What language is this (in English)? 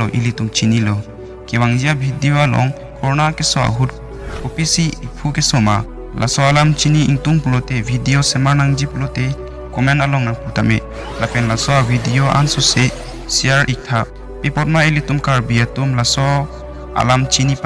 Karbi